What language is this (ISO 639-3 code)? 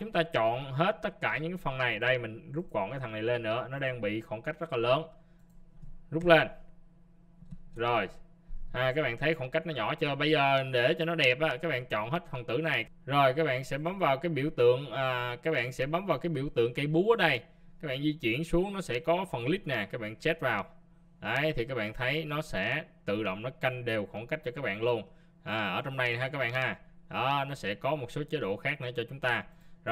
vie